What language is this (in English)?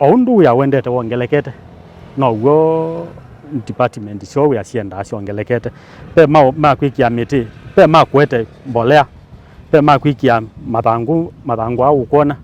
Kamba